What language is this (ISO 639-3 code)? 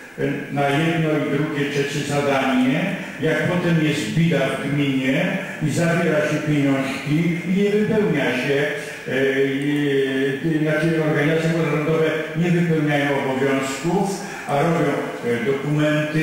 pol